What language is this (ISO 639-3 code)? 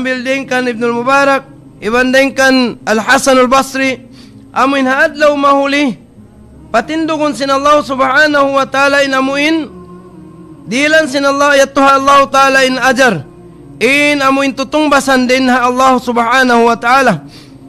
tsg